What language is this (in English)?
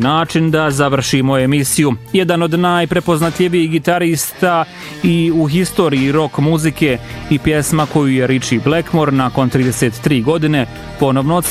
Bosnian